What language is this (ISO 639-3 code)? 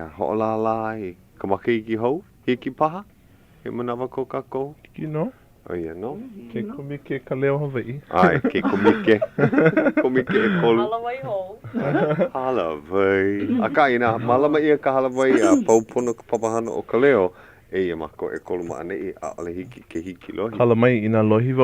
haw